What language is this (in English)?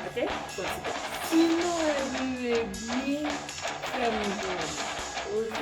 Haitian Creole